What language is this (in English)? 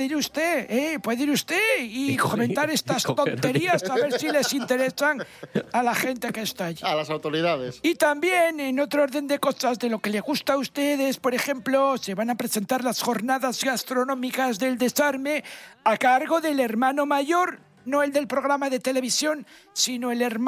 Spanish